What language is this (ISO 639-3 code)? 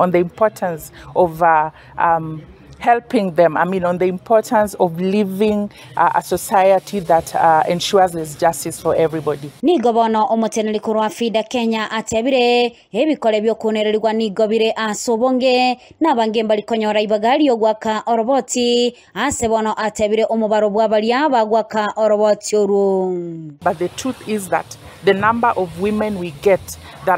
guz